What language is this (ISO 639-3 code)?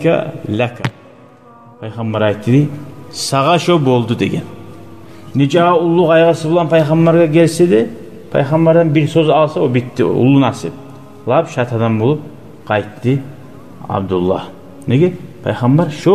kum